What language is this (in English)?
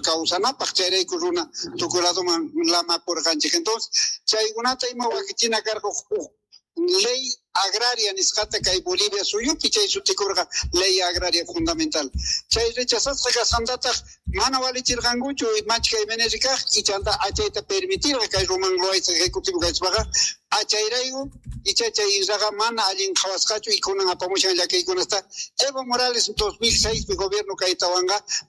South Bolivian Quechua